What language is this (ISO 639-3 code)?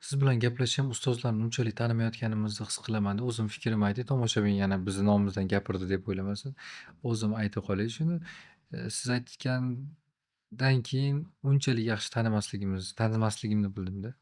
uzb